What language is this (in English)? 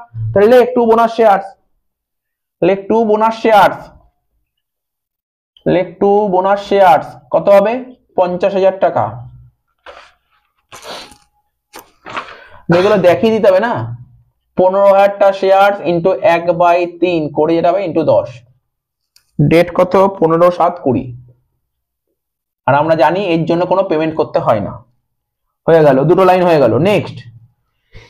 Bangla